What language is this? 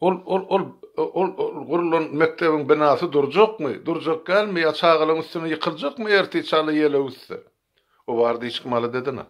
Turkmen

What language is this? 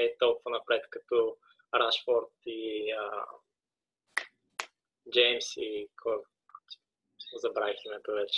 Bulgarian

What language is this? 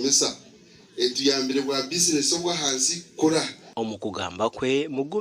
Nyankole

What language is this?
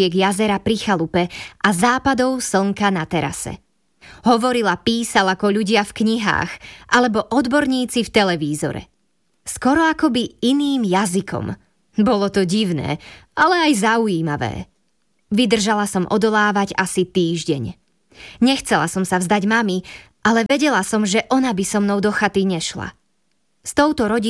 Slovak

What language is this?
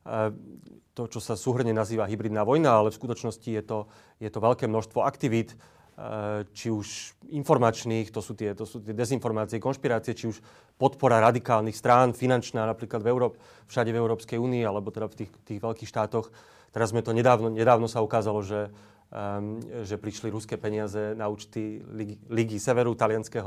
Slovak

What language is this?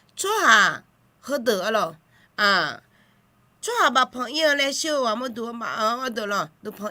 Akha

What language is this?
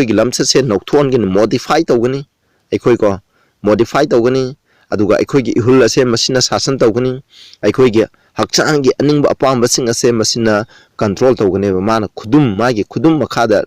Manipuri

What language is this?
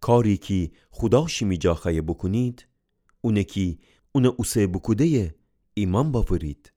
Gilaki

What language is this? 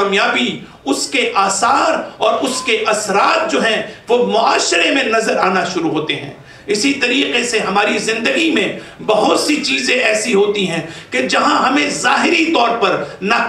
Urdu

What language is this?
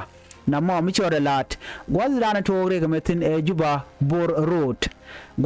Nuer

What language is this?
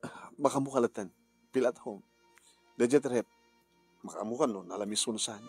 Iloko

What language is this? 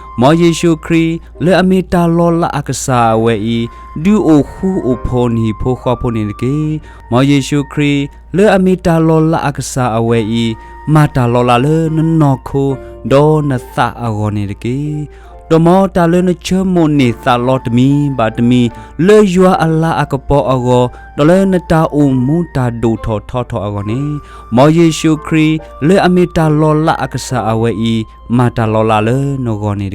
S'gaw Karen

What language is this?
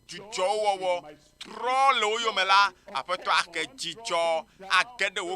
Ewe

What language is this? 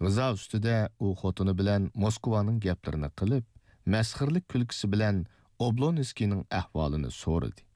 Uyghur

